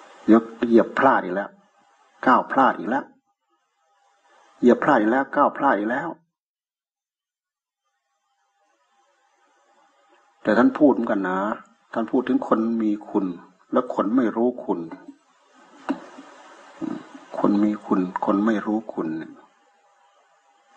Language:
Thai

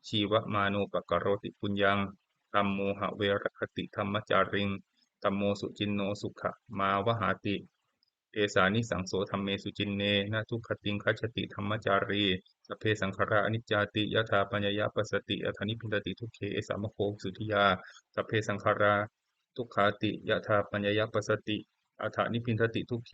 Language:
Pali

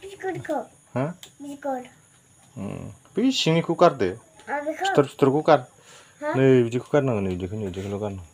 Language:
Bodo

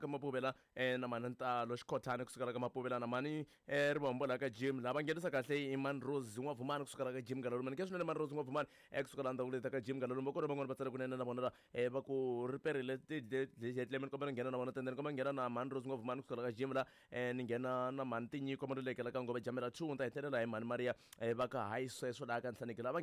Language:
Tsonga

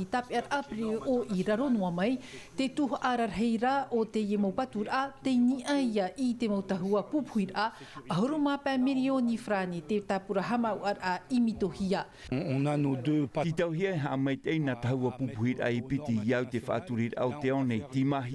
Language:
Tahitian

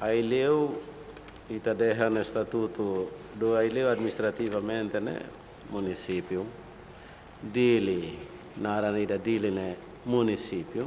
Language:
Tetum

